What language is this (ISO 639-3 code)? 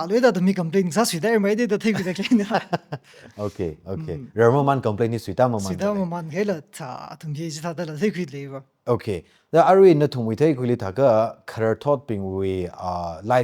nmf